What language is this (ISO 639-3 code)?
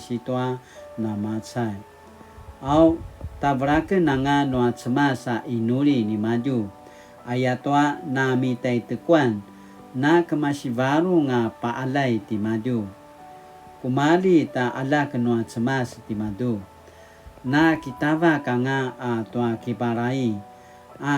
pwn